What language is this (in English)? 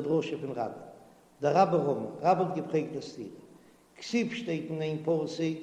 Yiddish